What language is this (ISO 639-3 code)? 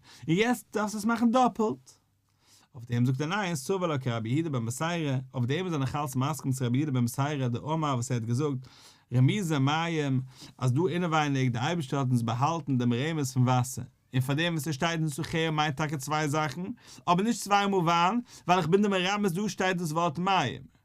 yid